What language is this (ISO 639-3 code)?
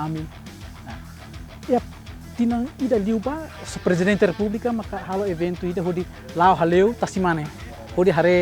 tet